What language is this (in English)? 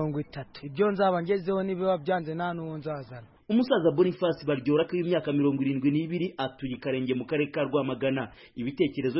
Kinyarwanda